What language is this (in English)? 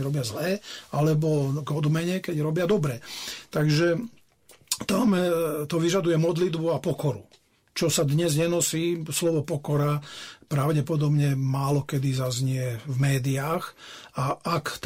Slovak